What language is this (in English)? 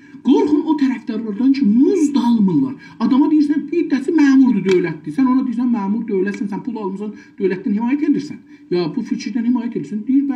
South Azerbaijani